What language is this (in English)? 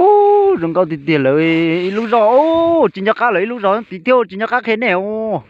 Hmong